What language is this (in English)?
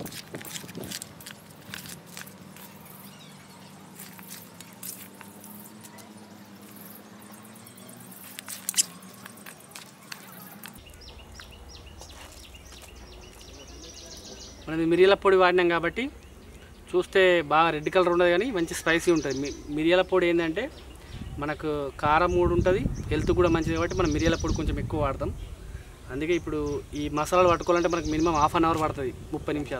Telugu